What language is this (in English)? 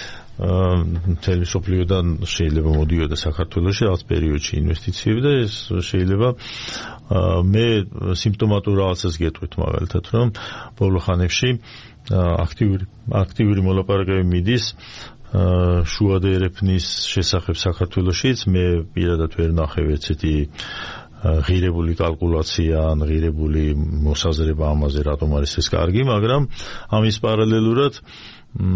Georgian